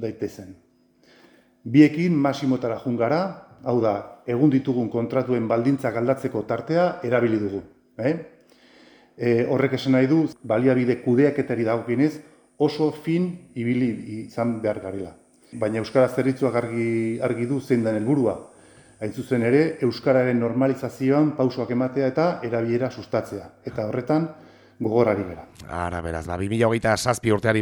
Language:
Basque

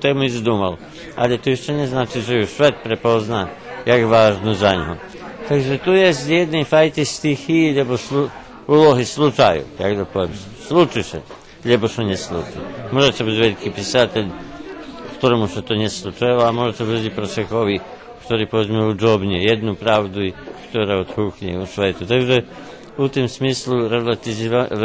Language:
Rusyn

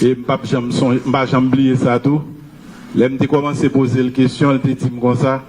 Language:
Haitian Creole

